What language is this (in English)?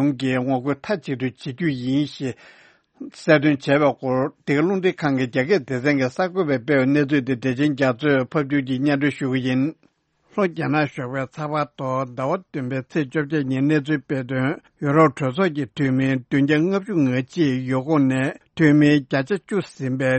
Tibetan